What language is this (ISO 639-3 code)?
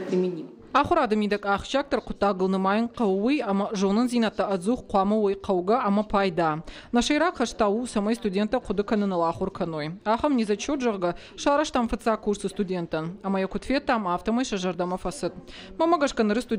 oss